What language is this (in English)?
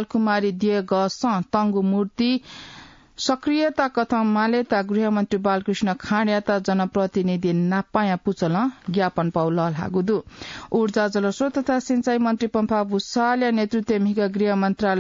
Newari